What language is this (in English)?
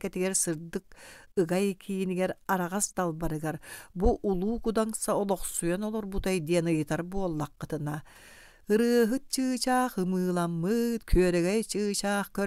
Yakut